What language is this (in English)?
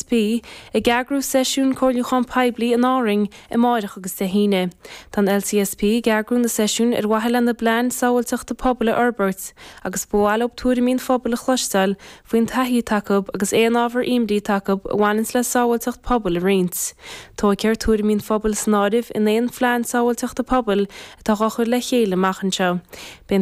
Irish